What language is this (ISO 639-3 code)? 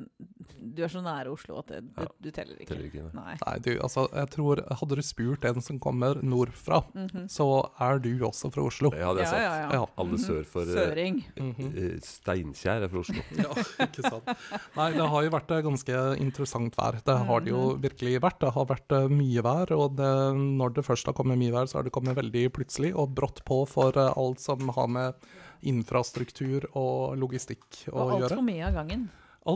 nor